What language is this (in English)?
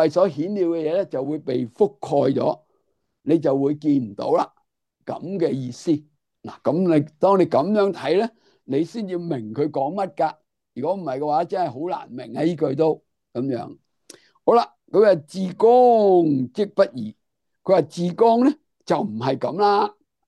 Cantonese